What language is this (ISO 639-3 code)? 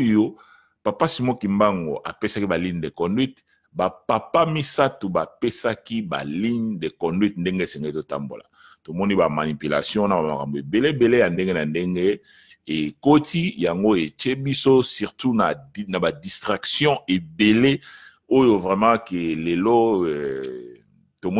lin